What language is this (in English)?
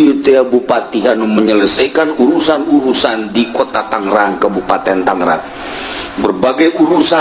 Sundanese